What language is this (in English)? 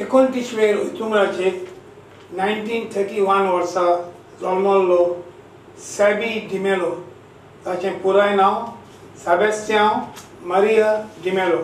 Konkani